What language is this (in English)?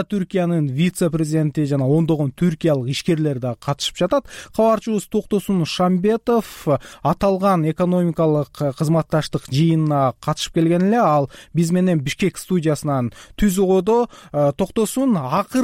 Kyrgyz